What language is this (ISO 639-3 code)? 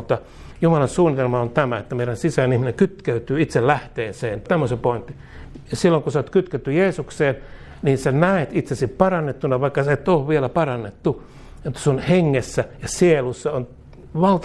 fin